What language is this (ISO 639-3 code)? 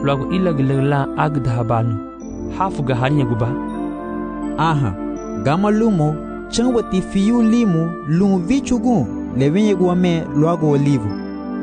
cab